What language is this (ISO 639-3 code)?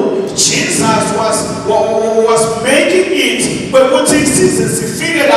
zul